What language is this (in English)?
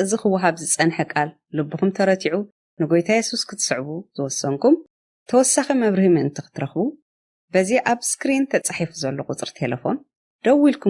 Tigrinya